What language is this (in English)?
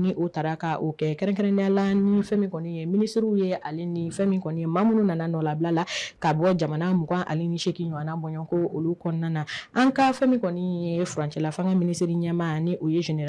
Bambara